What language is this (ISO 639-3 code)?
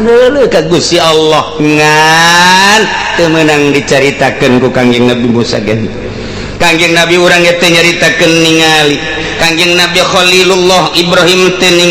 sun